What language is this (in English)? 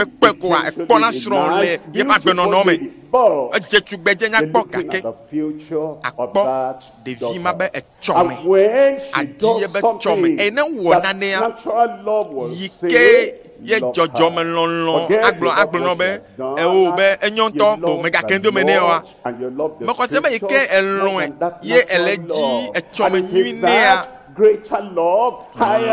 Ewe